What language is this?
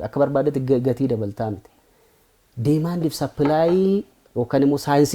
Oromo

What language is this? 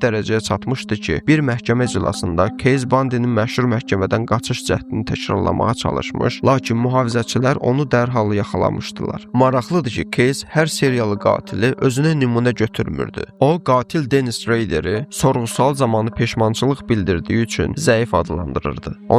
Azerbaijani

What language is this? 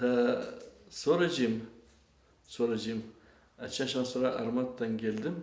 Gagauz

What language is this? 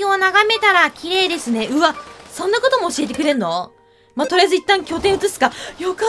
Japanese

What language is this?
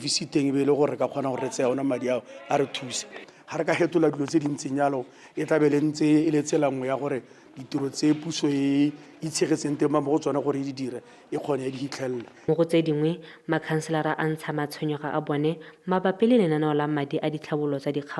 Tswana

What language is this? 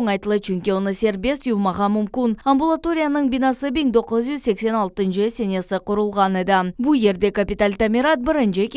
Crimean Tatar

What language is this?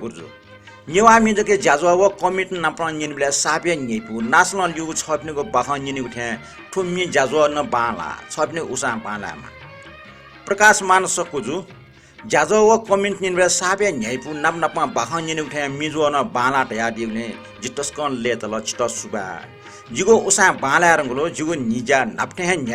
Newari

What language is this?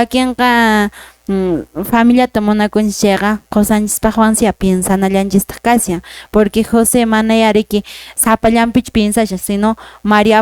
Quechua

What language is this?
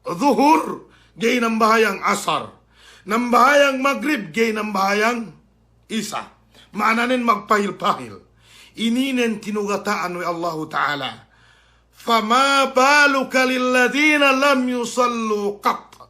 Yakan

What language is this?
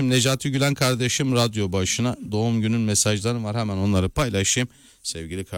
Turkish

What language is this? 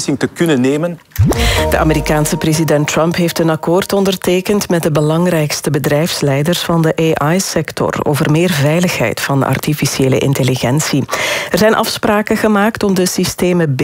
Dutch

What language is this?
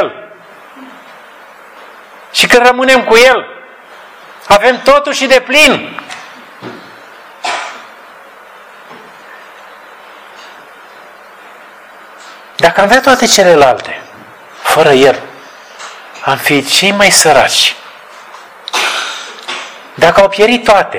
Romanian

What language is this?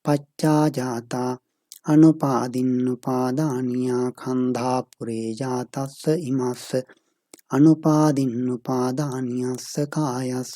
Pali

